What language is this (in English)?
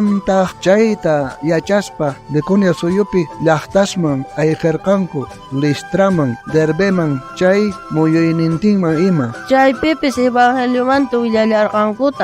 South Bolivian Quechua